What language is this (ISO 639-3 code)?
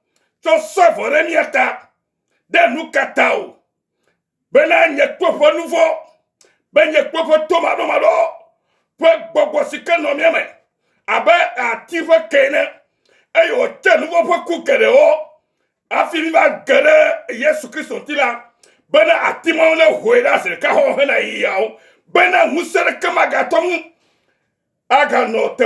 ewe